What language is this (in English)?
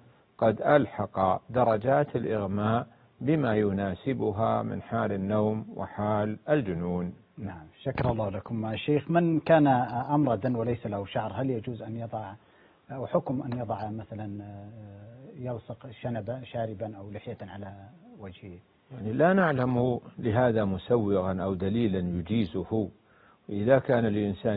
Arabic